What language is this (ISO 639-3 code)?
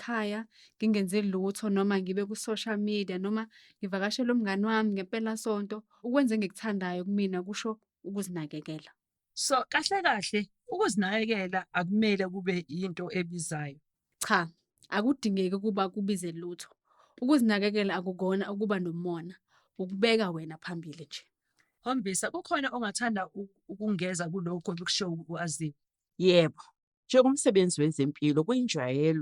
zul